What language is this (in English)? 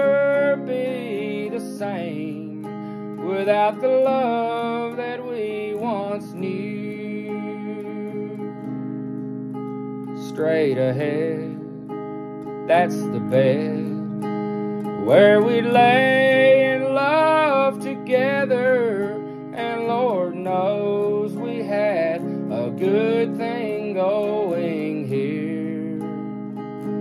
English